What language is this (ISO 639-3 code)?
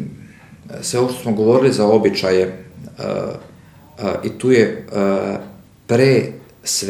srp